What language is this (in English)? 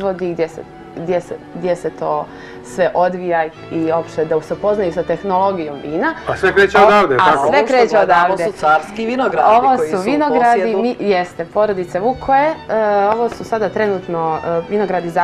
Serbian